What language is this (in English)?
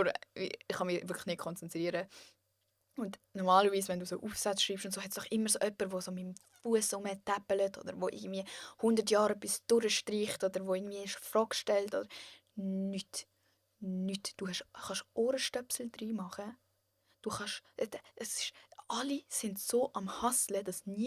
Swiss German